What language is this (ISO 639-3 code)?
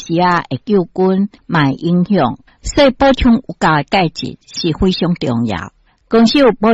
nan